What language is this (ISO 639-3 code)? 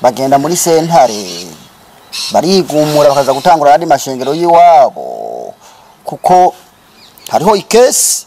run